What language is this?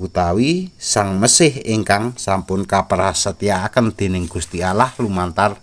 Javanese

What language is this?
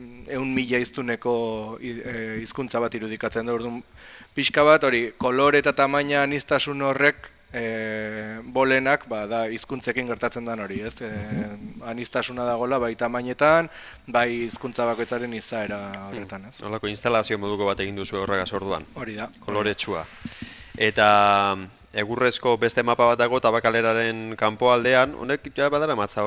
Basque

